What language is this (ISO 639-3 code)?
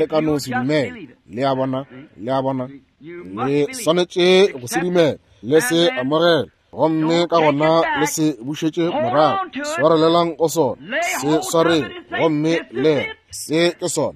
nso